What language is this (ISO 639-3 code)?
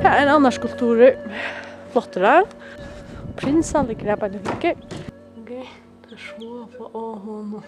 fao